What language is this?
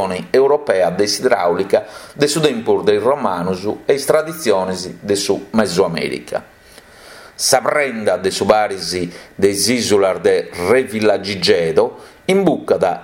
Sardinian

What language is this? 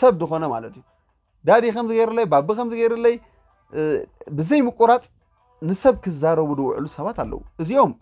Tigrinya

